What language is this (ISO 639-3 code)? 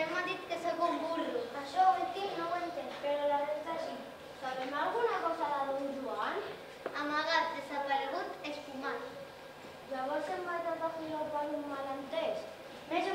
cat